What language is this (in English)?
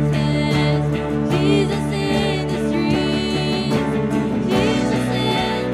Filipino